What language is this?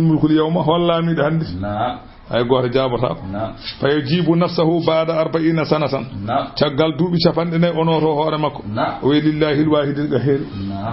Fula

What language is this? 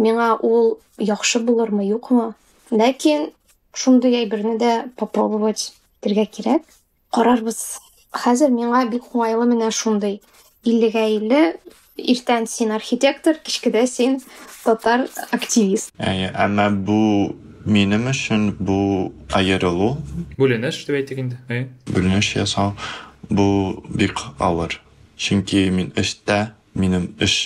Tatar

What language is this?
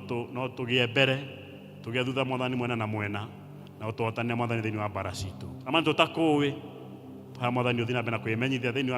Kikuyu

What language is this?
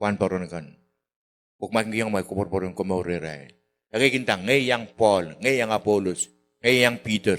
Pohnpeian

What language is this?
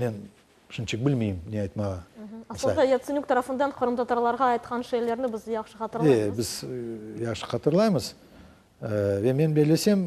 Crimean Tatar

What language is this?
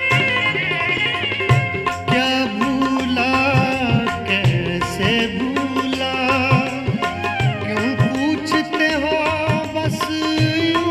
Hindi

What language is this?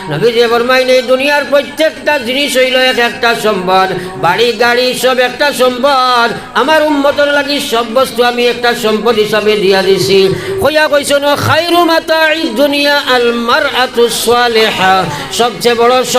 Sylheti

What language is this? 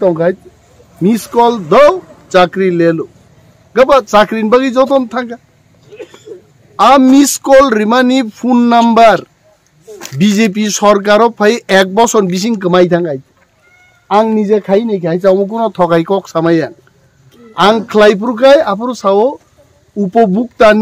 Kok Borok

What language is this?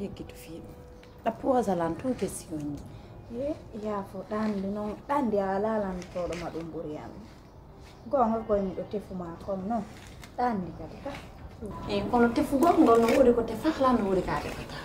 Pular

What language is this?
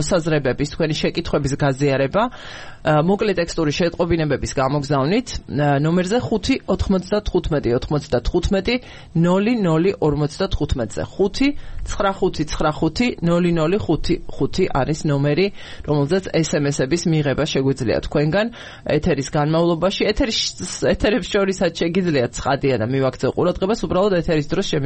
Georgian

